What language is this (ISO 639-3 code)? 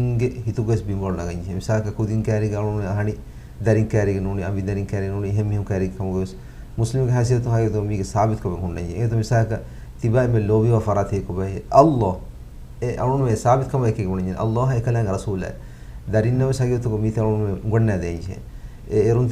div